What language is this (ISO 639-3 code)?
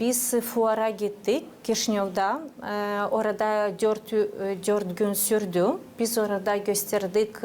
gag